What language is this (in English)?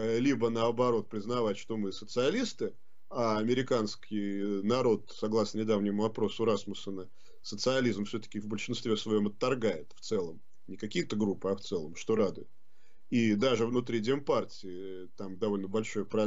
Russian